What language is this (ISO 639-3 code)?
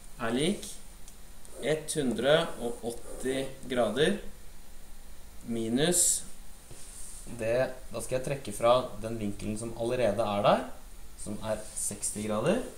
nor